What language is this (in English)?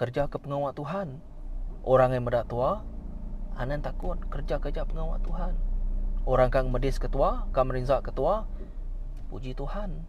Iban